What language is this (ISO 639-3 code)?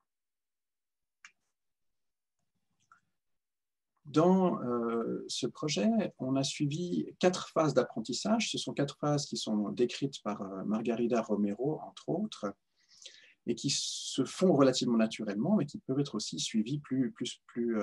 fra